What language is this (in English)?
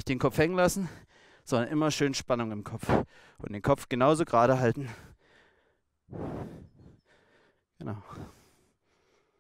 German